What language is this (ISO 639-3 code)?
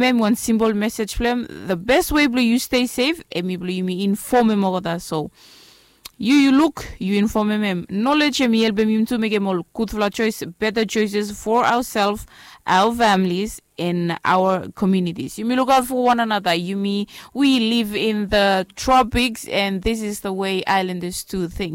bis